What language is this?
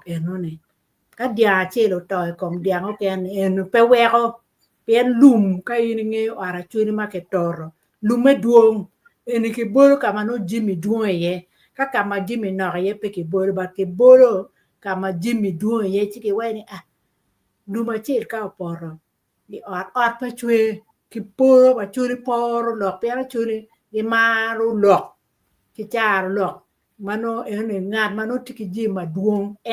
Acoli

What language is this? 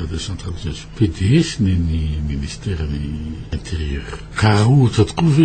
Malagasy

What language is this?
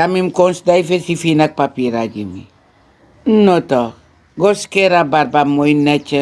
Sranan Tongo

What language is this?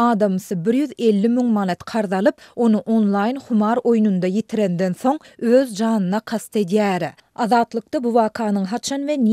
Turkmen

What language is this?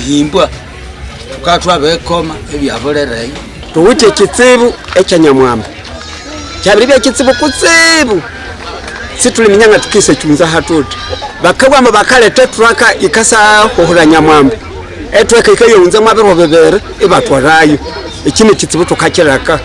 Nyankole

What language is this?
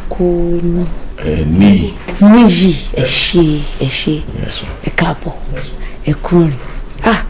Yoruba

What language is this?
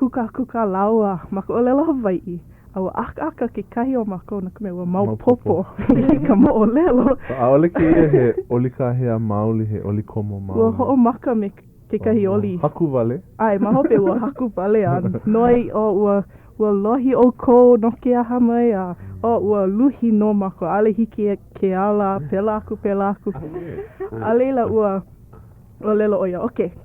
Hawaiian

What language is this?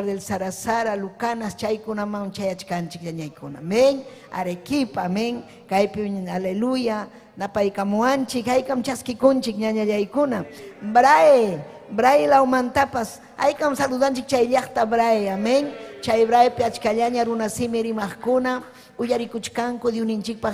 Ayacucho Quechua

